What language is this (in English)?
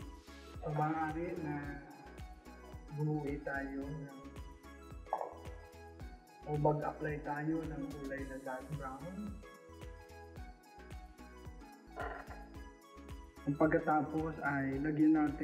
Filipino